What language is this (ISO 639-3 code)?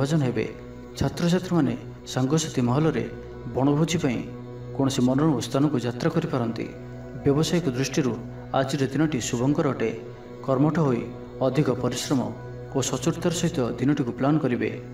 ori